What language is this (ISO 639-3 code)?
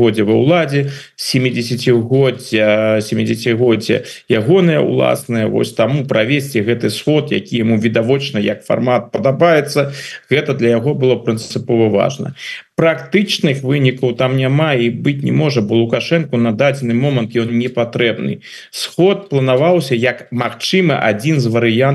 bel